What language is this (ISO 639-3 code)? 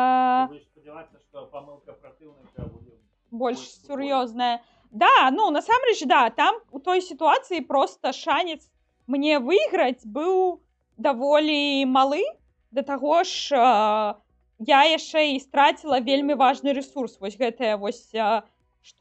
bel